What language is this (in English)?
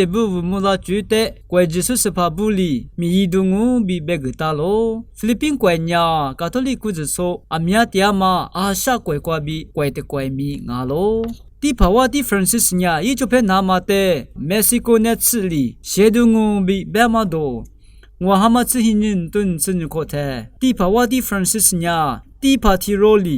Lisu